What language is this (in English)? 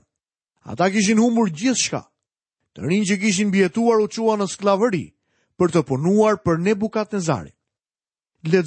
Albanian